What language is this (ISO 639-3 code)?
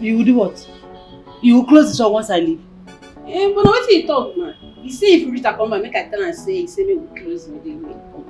pcm